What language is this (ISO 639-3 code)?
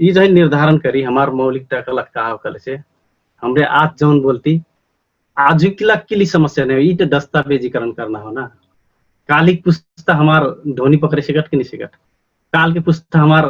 thl